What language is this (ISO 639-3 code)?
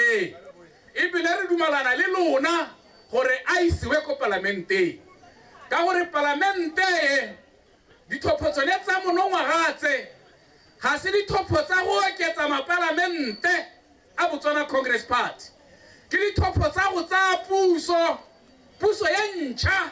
tsn